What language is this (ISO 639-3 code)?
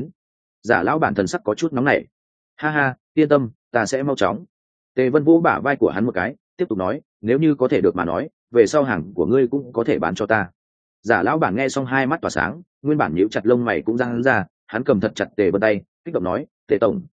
vie